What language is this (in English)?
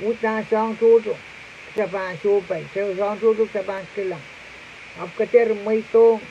Pohnpeian